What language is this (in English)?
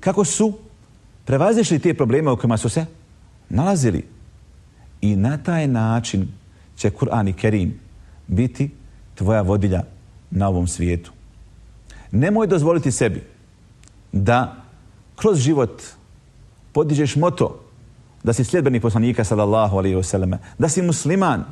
Bosnian